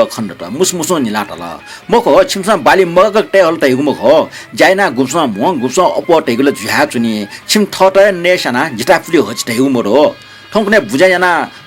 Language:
Newari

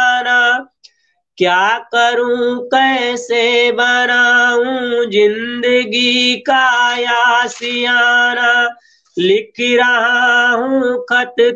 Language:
Hindi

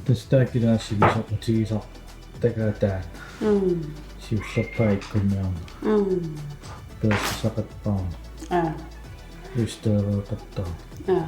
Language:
Kalaallisut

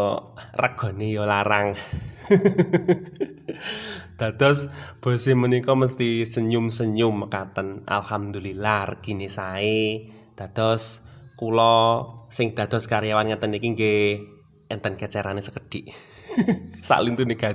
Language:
Javanese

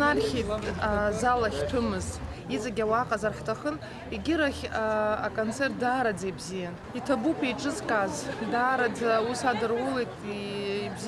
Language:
Abkhazian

